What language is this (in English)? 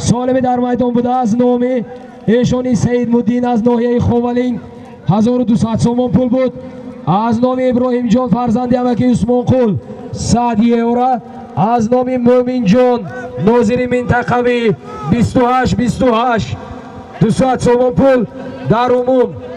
Tajik